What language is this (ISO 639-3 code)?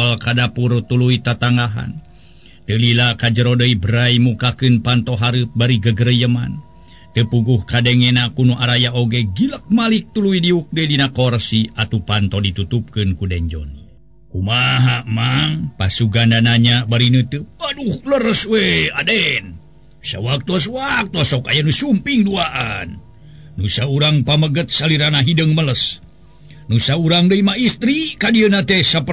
sun